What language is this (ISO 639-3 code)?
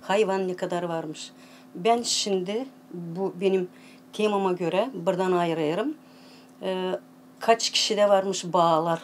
gag